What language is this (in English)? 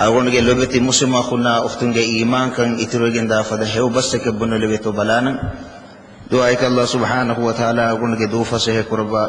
Divehi